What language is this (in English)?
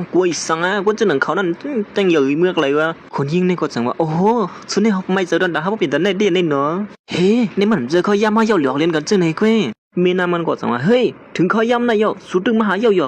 Shan